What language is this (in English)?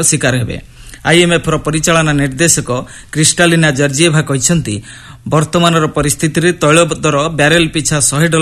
Odia